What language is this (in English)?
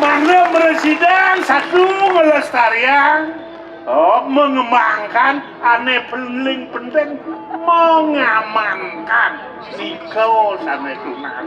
Balinese